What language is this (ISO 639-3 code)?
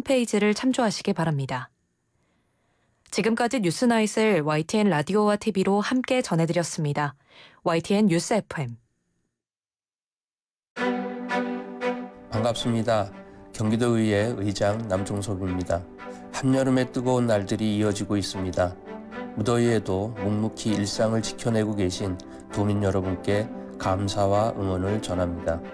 kor